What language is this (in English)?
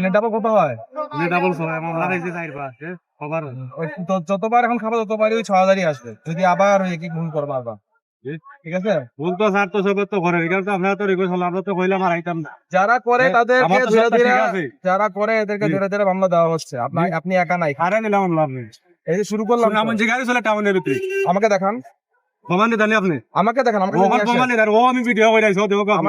Sylheti